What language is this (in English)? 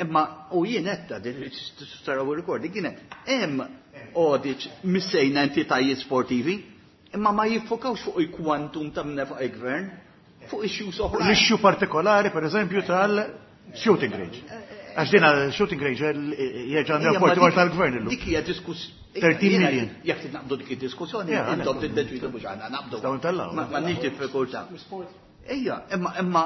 Maltese